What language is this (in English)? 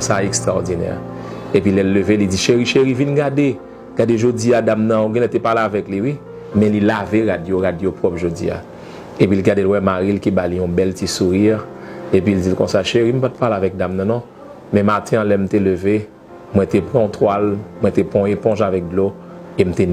Haitian Creole